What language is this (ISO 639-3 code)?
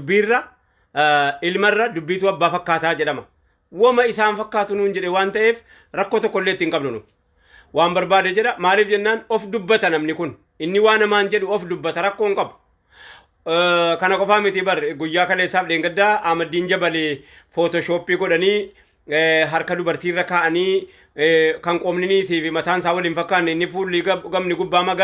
orm